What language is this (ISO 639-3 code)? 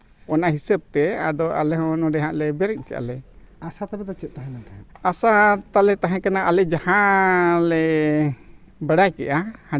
sat